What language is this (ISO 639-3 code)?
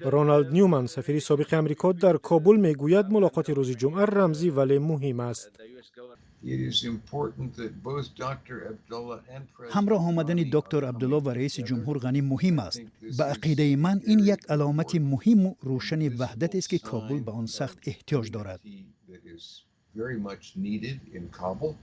tgk